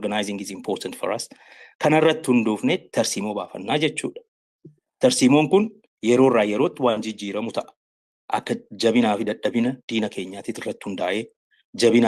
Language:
Oromo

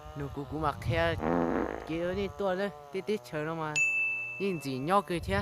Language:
Hmong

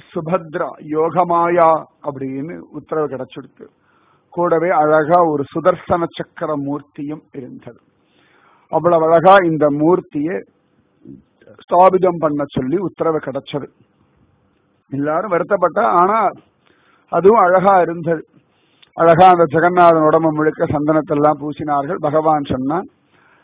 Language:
Tamil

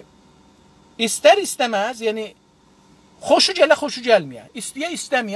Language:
South Azerbaijani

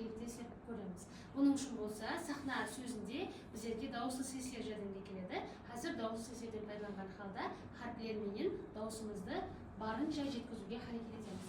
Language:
Kara-Kalpak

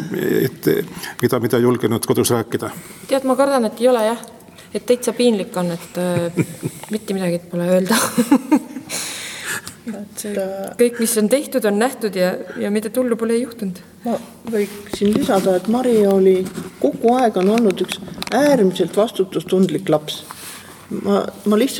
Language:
Estonian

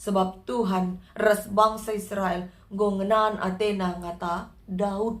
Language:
Batak Karo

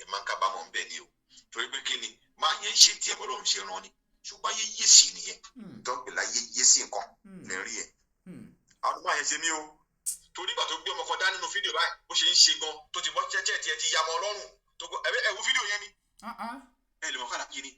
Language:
Yoruba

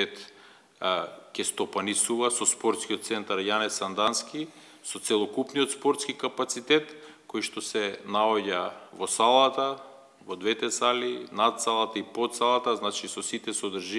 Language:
Macedonian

